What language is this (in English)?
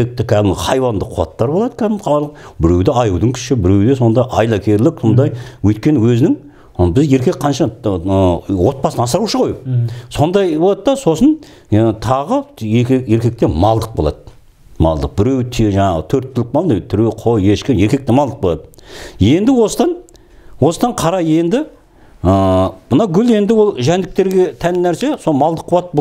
Kazakh